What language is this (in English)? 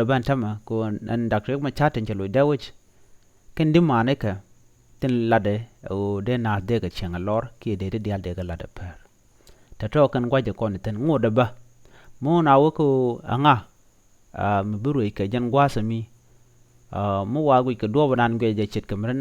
Nuer